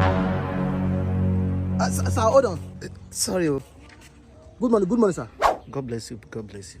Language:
Nigerian Pidgin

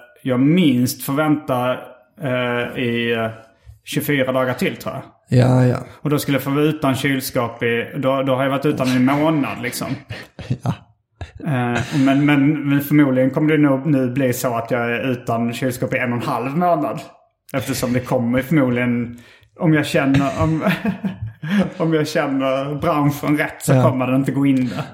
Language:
Swedish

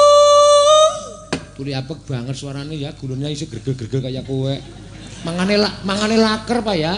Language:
Javanese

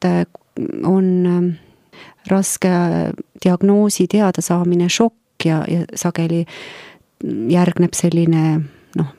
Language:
Estonian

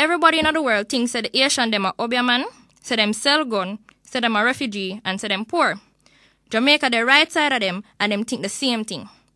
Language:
Jamaican Creole English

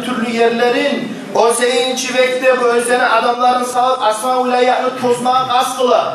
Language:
Kumyk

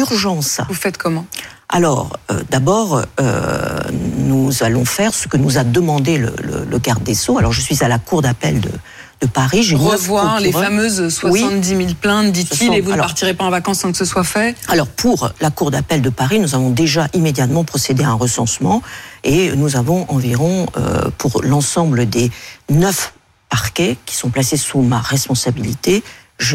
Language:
French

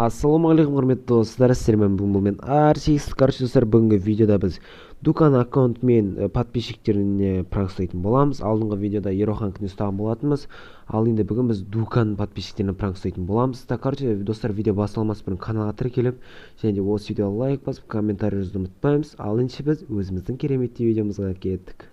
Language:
Kazakh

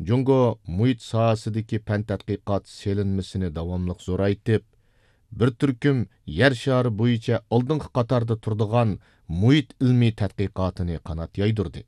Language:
Uyghur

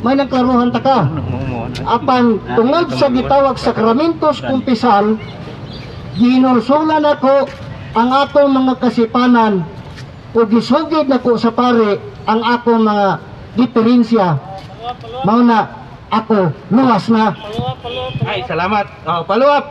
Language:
Cebuano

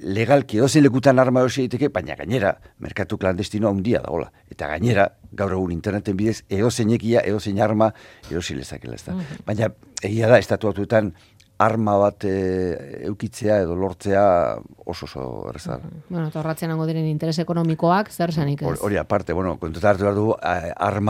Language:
Basque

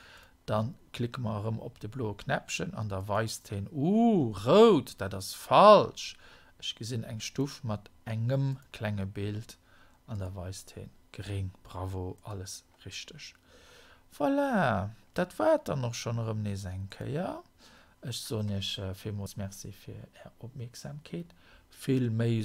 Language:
Luxembourgish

